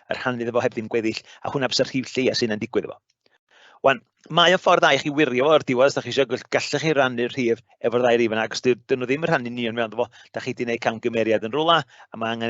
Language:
Welsh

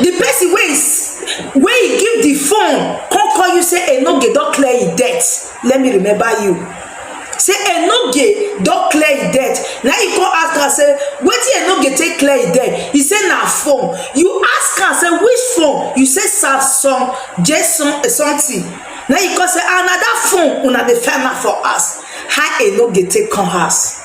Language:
Nigerian Pidgin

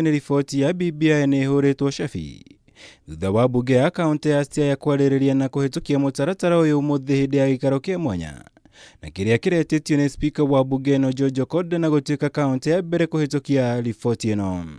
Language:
Kikuyu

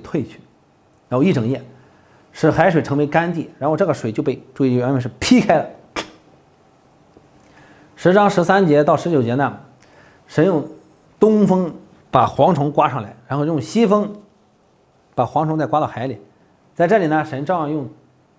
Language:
Chinese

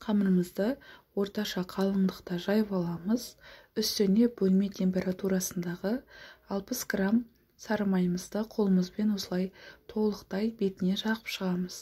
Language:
Kazakh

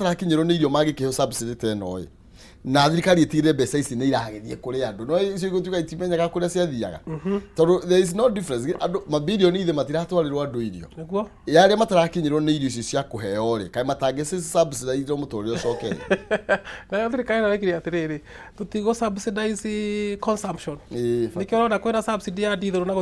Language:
Kikuyu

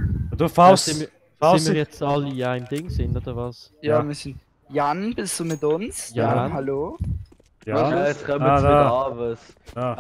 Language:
Swiss German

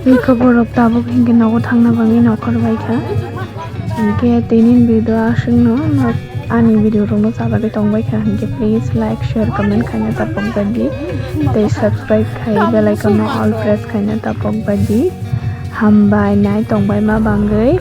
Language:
Kok Borok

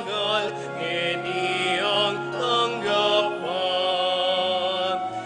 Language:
Pampanga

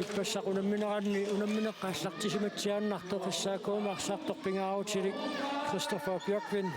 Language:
Kalaallisut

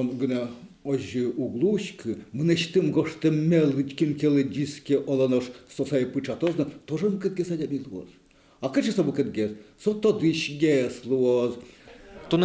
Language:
Udmurt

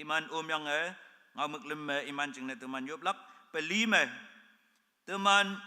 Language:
Konyak Naga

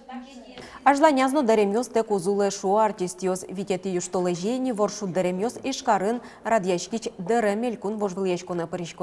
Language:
Udmurt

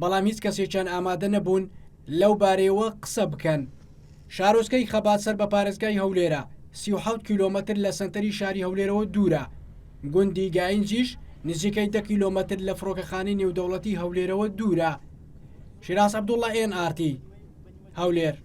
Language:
Central Kurdish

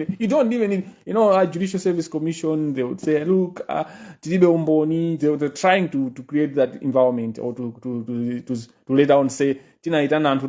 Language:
Nyanja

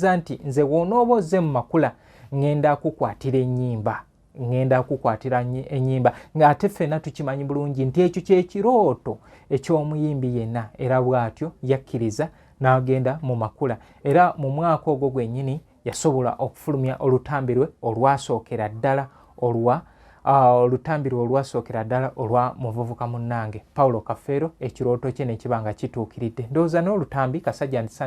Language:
Ganda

